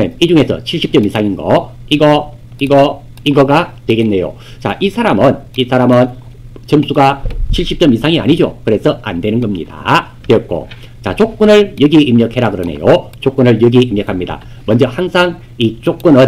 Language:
Korean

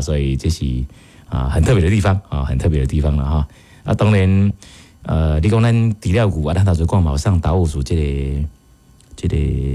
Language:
Min Nan Chinese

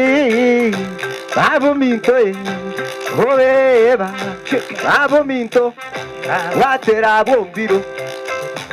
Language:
Gusii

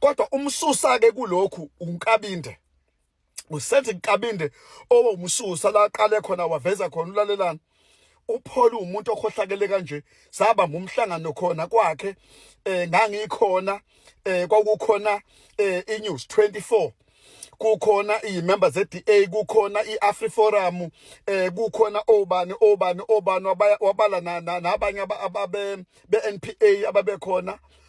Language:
Zulu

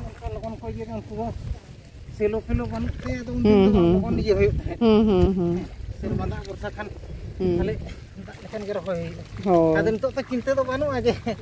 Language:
Santali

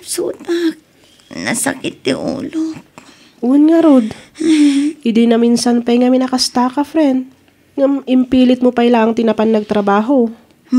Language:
Iloko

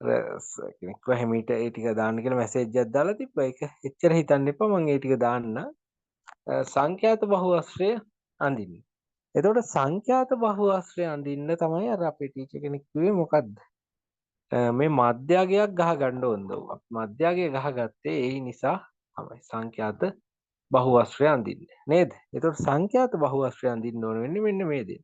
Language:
Sinhala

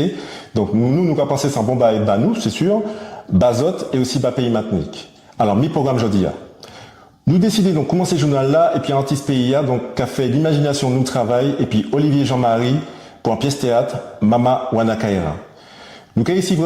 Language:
Guadeloupean Creole French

